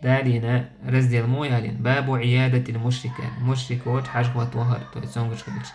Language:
Chechen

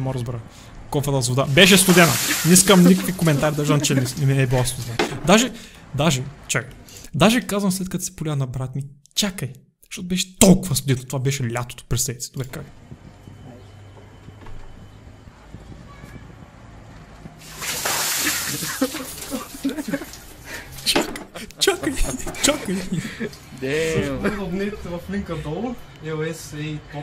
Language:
Bulgarian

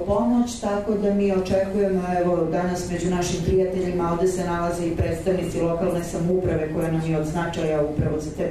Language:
Serbian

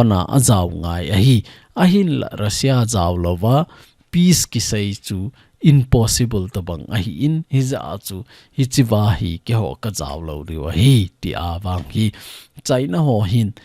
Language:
Thado Chin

